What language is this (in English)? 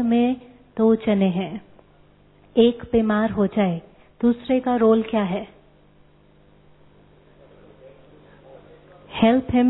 Hindi